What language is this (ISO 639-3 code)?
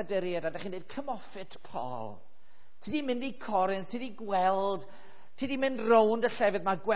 cym